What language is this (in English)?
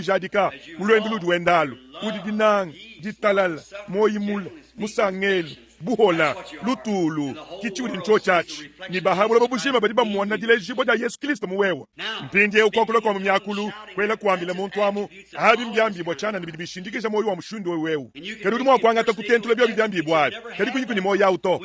Luba-Lulua